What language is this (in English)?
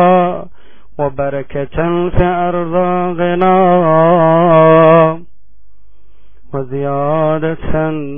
Turkish